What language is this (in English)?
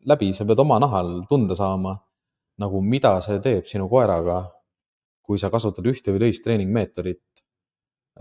Estonian